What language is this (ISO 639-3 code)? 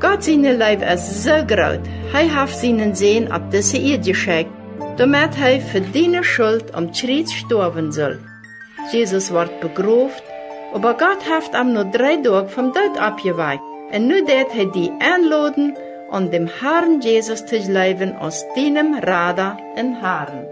pdt